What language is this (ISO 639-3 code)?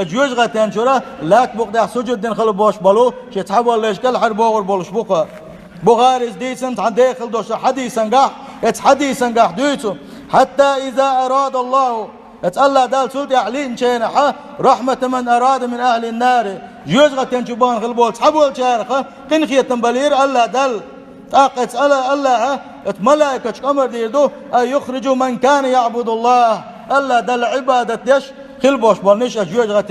che